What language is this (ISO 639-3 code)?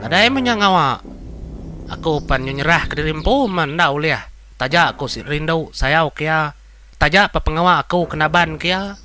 iba